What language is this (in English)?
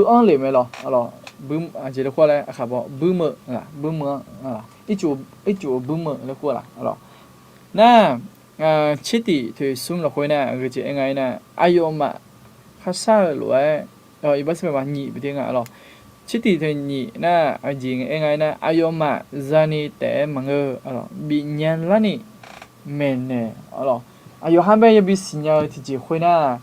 Akha